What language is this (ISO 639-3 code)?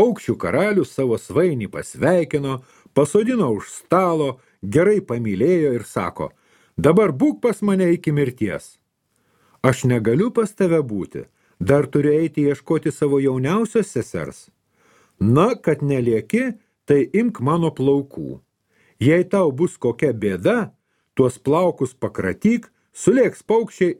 lit